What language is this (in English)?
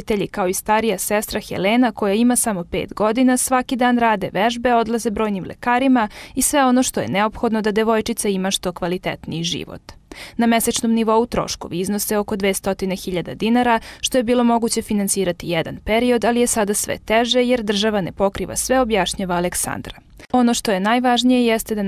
Serbian